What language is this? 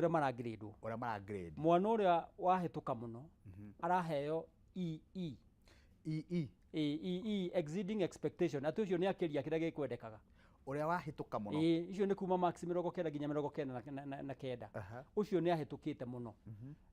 Kikuyu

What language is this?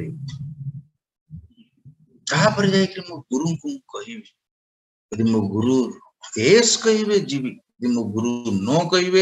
Odia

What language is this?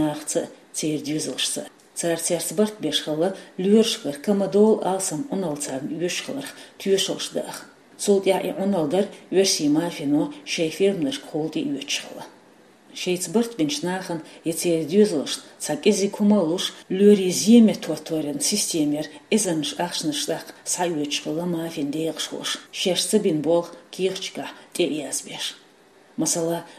Chechen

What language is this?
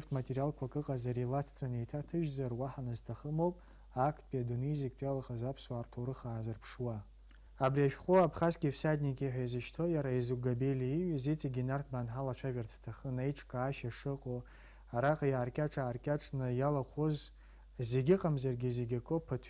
Abkhazian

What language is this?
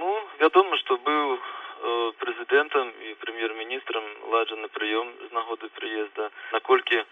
Belarusian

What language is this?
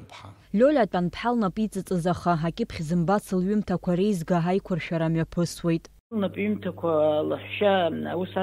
Abkhazian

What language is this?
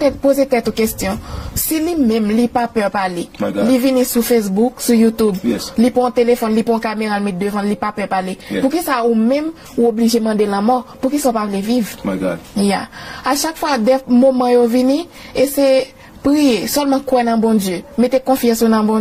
Haitian Creole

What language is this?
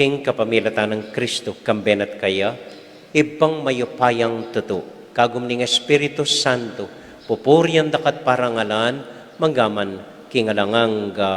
Pampanga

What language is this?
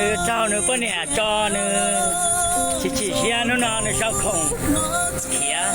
Hmong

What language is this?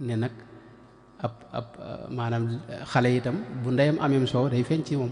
Wolof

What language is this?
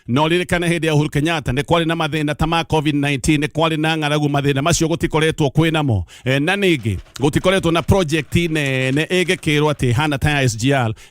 Kikuyu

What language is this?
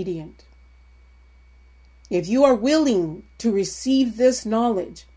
English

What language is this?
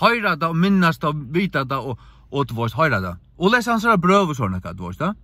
Faroese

